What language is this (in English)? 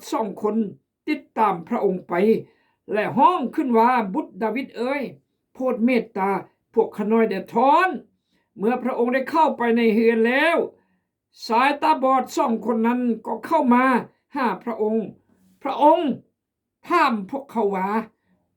Khmu